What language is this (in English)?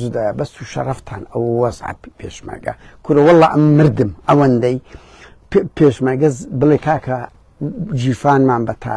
Central Kurdish